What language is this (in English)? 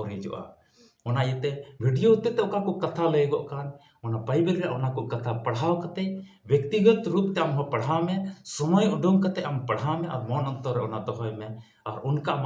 Santali